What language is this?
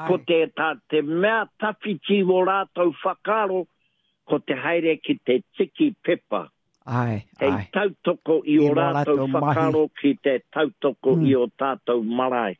Māori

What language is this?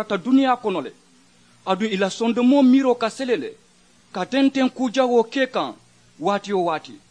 Mandingo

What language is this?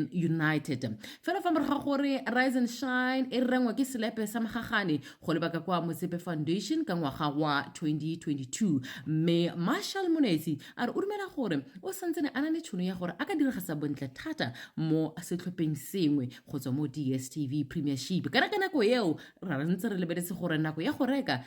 Tswana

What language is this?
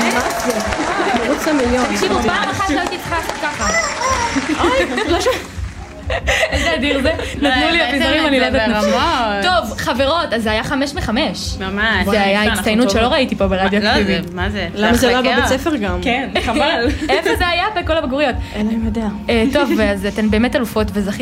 Hebrew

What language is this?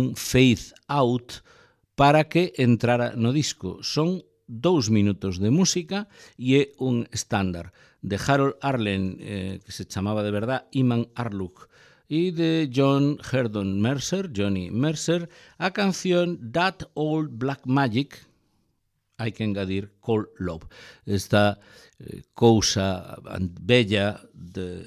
Galician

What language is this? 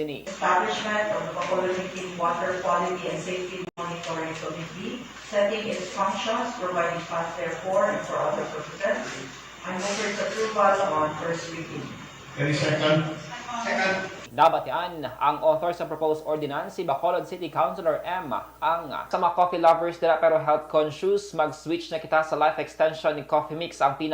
Hiligaynon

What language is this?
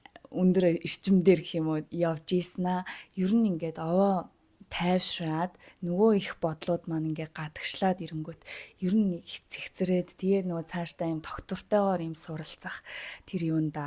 Mongolian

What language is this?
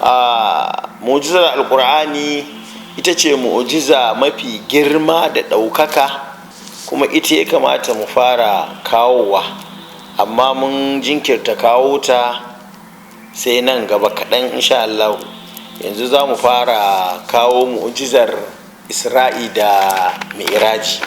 Hausa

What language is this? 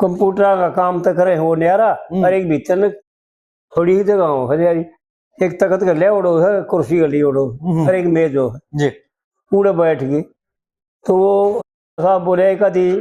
Haryanvi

